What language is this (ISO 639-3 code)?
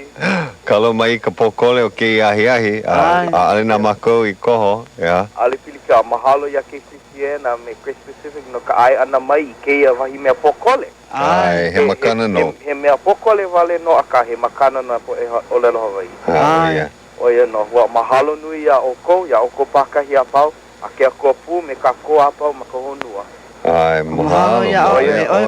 haw